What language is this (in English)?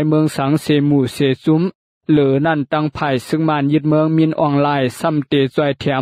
Shan